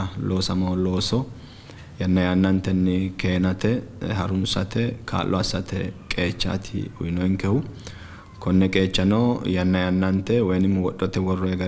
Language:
Sidamo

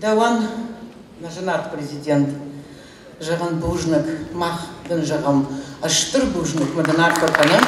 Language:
Ossetic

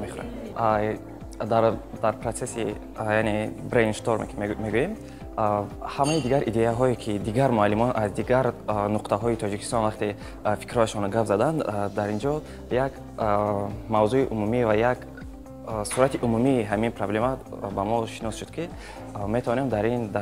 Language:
Tajik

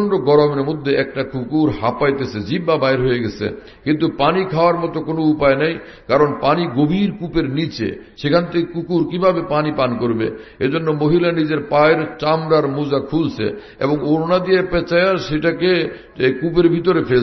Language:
Bangla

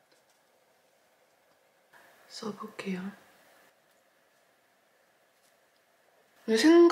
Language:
Korean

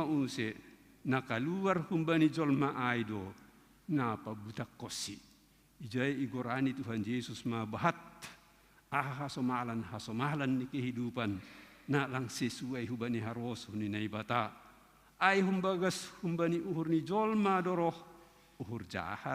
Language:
Batak Simalungun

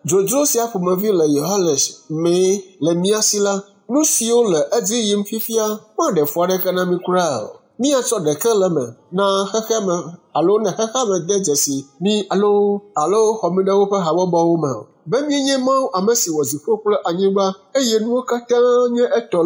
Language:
Ewe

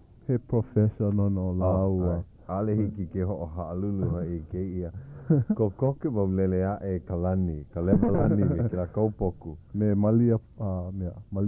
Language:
Hawaiian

